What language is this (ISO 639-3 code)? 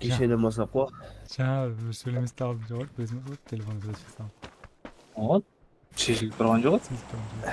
kaa